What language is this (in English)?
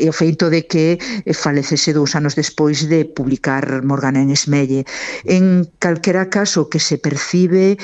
Galician